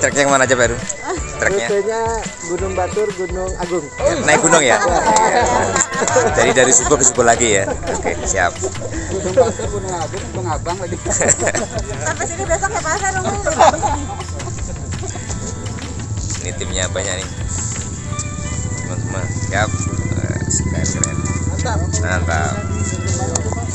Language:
Indonesian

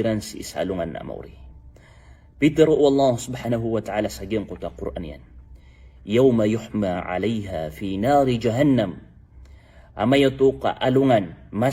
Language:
Maranao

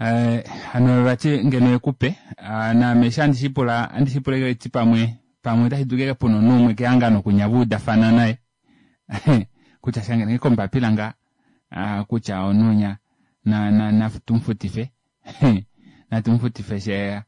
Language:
Kuanyama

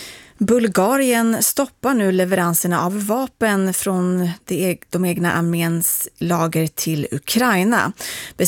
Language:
Swedish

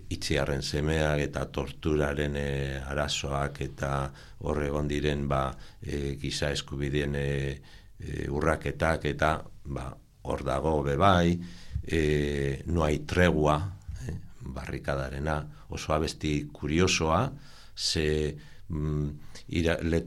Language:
Basque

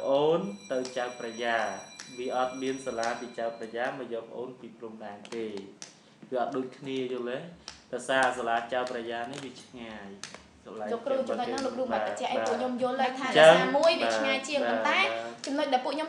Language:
Khmer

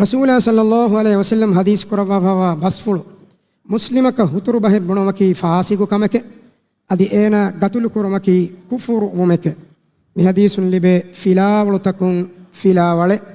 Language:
Divehi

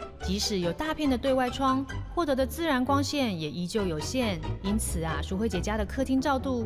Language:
Chinese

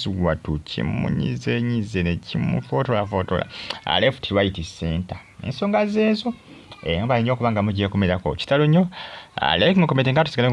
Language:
Ganda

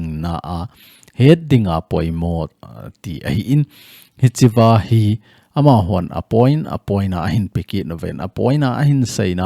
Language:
Thado Chin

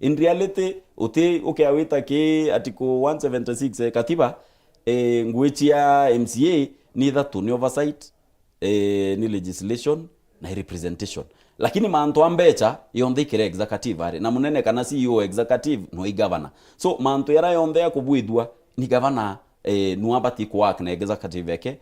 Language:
Meru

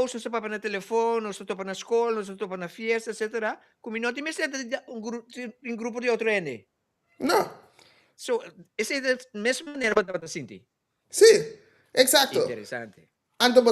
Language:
Papiamento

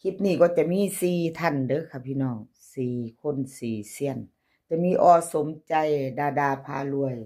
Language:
Northeastern Thai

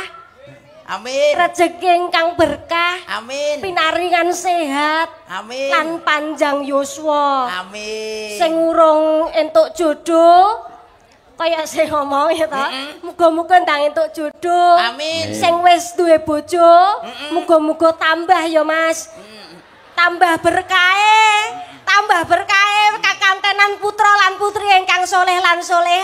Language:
Javanese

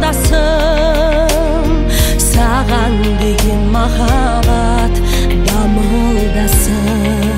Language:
Kazakh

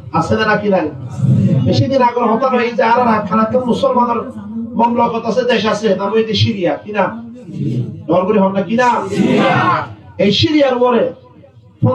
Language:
Rohingya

